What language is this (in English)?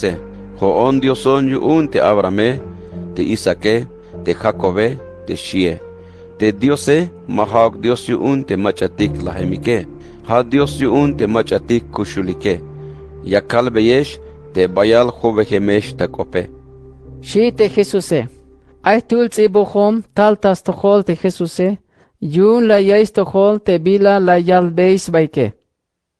Tzeltal